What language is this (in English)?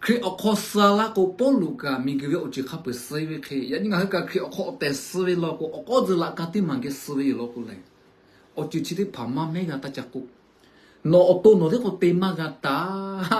Lahu